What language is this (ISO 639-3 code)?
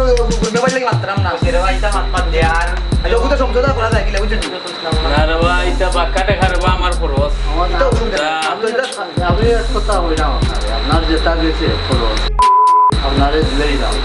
syl